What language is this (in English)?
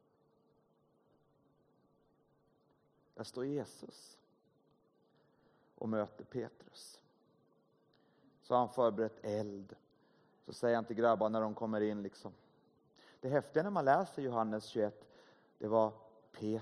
Swedish